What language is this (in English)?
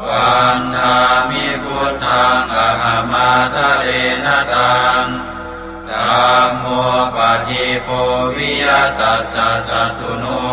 Pali